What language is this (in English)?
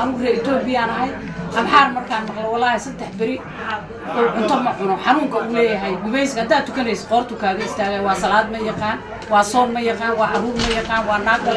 Somali